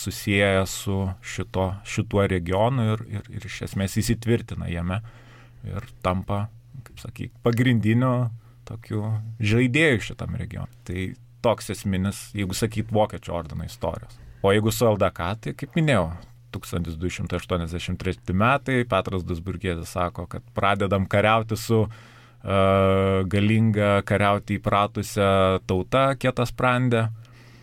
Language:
Lithuanian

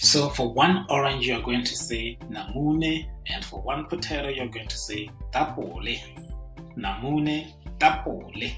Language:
Tswana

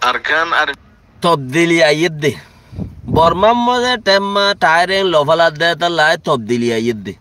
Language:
Rohingya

